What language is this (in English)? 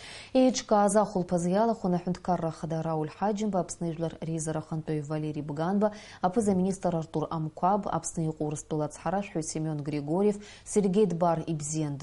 Abkhazian